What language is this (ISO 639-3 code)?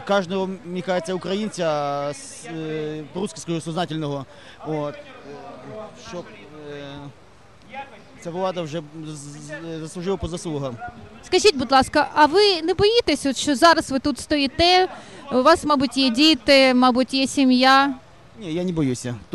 ukr